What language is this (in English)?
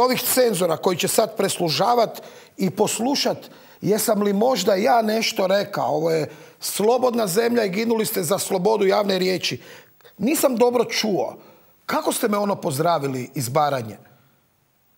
Croatian